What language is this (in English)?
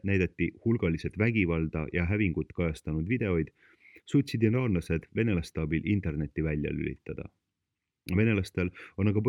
Estonian